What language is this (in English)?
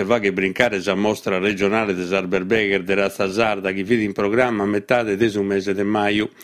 Sardinian